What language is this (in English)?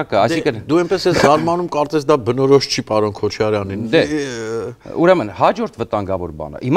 Armenian